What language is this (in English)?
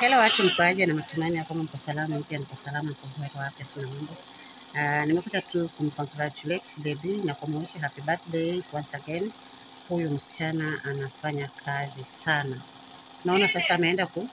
Swahili